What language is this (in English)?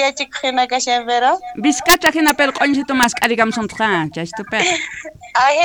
South Bolivian Quechua